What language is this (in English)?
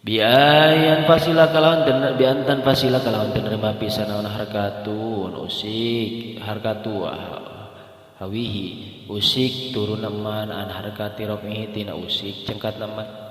Sundanese